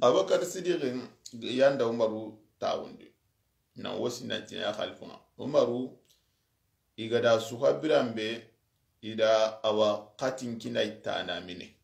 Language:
Soninke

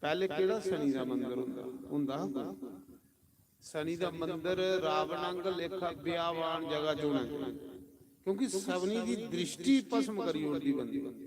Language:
Dogri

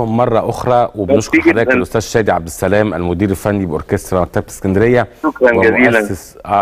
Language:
Egyptian Arabic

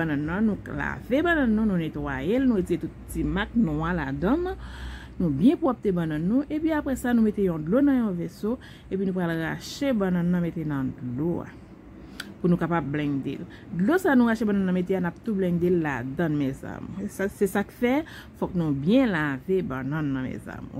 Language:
Haitian Creole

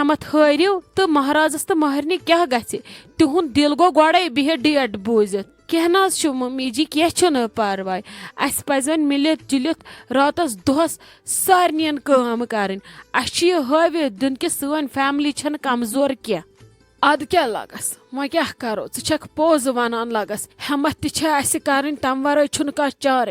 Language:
Kashmiri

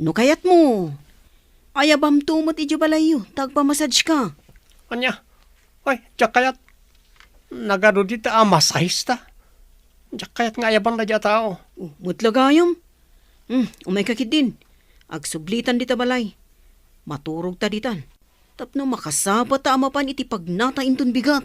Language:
Iloko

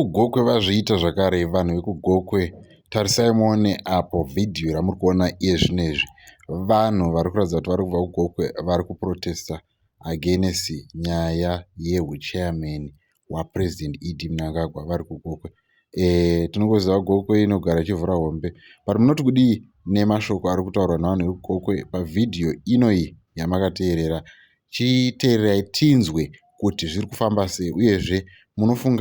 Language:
Shona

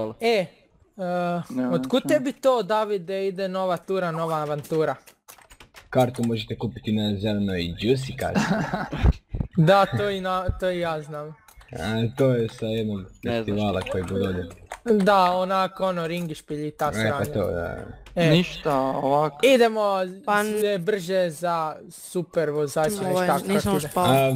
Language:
Croatian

